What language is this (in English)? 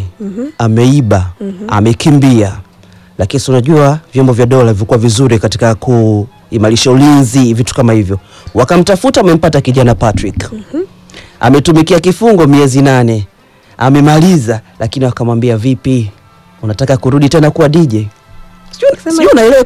Swahili